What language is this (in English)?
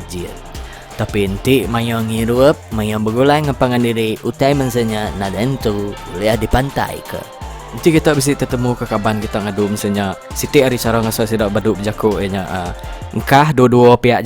Iban